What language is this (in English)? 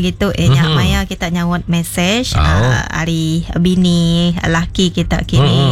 Iban